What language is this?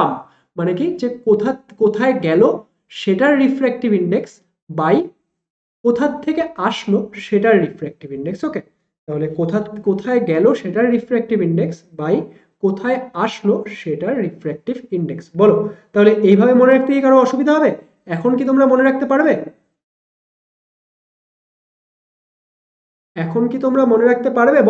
Bangla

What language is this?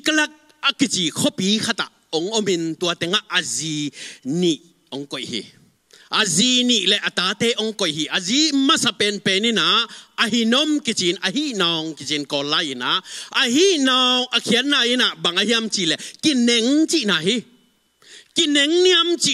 Tedim Chin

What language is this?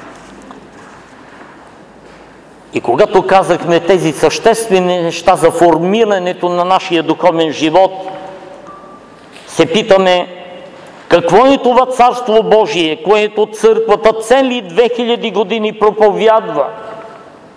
Bulgarian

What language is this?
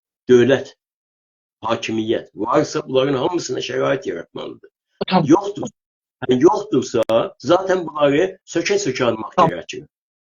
South Azerbaijani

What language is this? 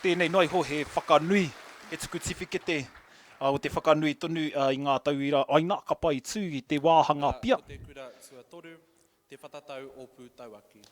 Māori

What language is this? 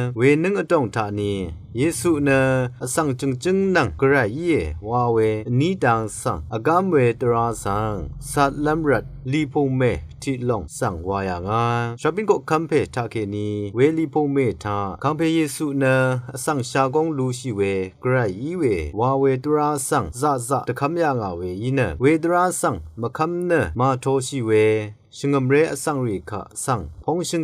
Rawang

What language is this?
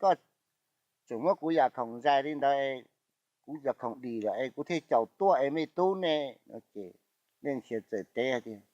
Hmong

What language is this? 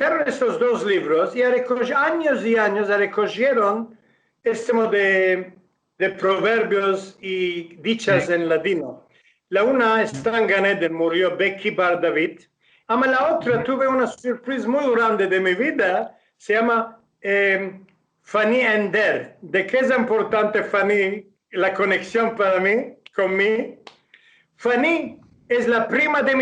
Ladino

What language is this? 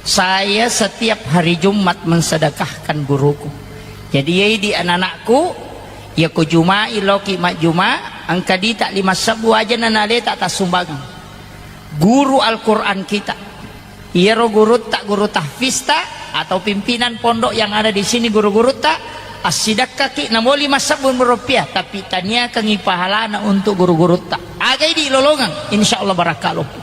Buginese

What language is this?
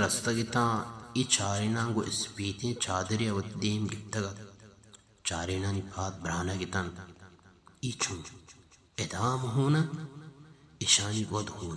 Baluchi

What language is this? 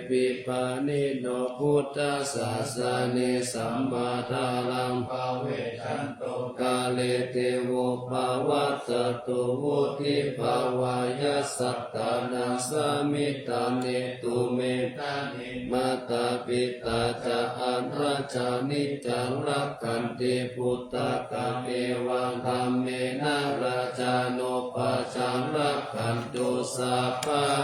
Pali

